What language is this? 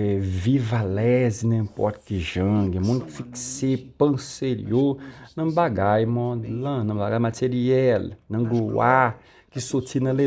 Haitian Creole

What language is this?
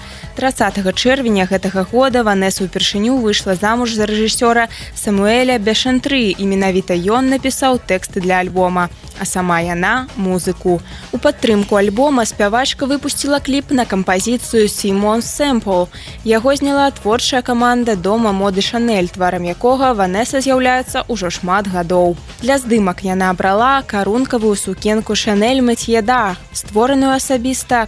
Belarusian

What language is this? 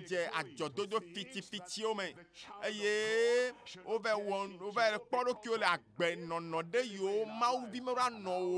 Ewe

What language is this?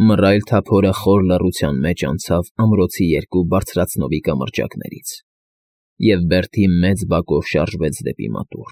Armenian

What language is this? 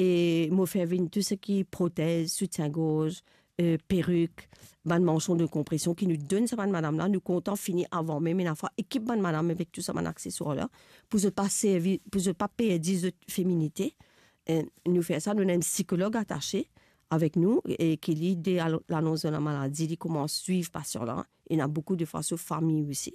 Morisyen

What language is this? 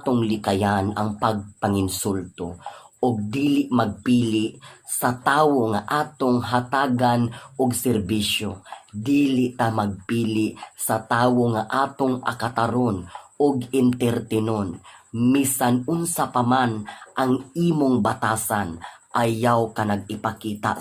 Cebuano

